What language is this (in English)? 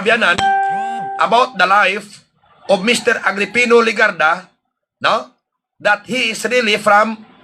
Hiligaynon